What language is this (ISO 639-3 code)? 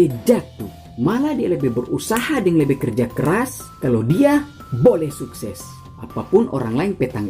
xmm